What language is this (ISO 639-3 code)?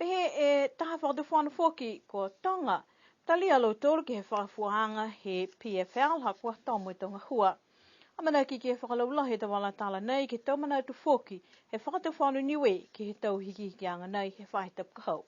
niu